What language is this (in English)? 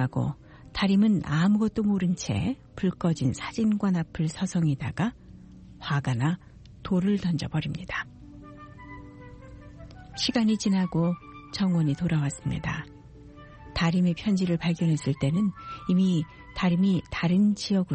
Korean